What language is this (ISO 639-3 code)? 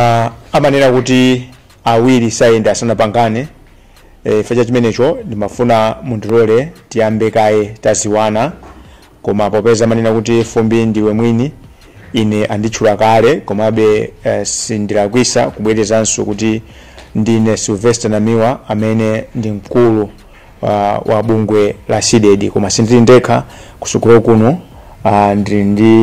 nya